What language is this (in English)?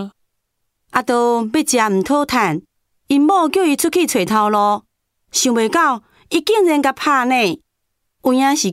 Min Nan Chinese